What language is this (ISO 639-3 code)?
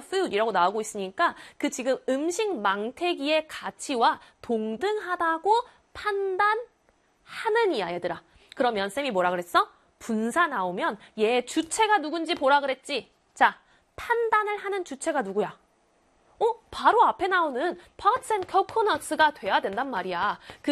kor